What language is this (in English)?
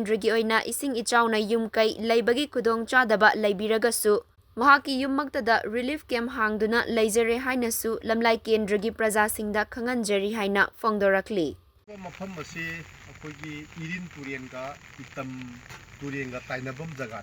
Manipuri